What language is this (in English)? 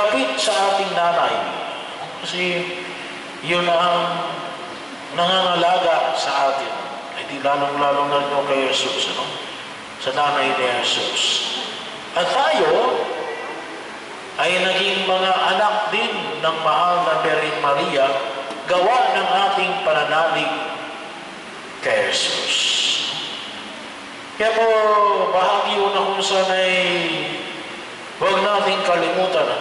Filipino